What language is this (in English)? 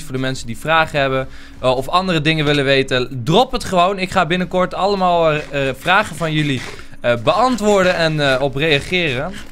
Dutch